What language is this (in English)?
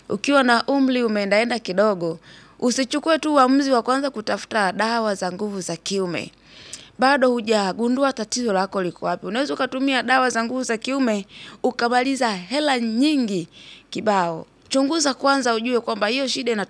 Swahili